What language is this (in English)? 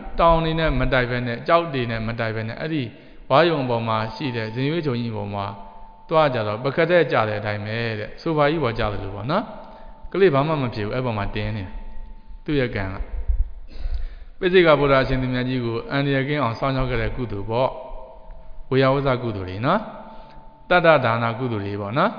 Burmese